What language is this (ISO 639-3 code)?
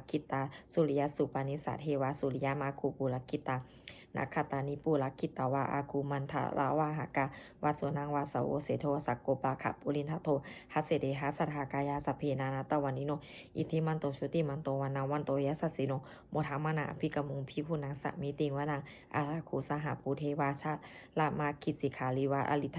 pli